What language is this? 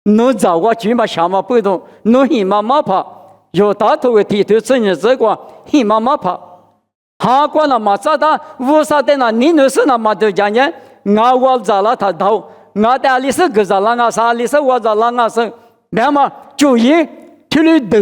Lisu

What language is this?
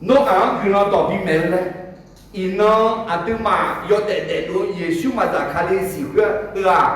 Akha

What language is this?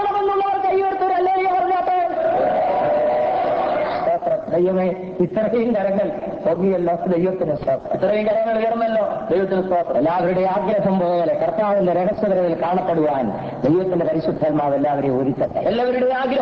Malayalam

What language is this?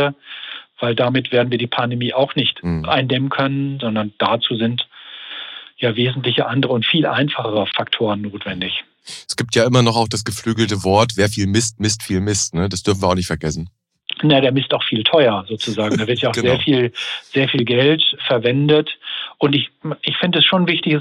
German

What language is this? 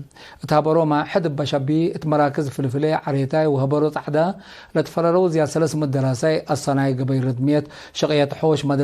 Tigre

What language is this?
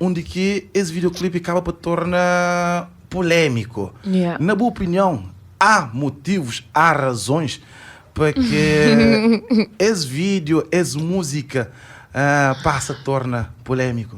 Kabuverdianu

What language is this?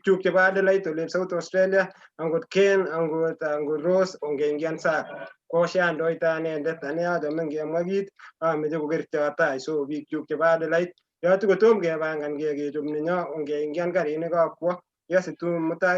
Kalenjin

